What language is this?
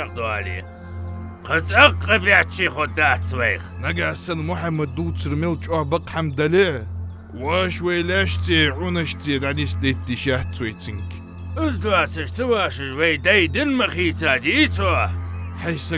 Ingush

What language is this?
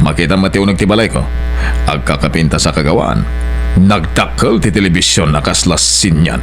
Iloko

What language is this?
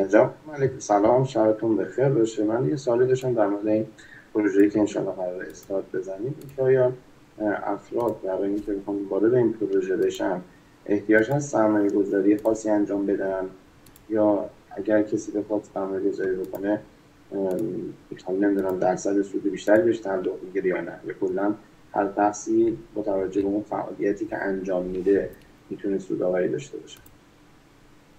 Persian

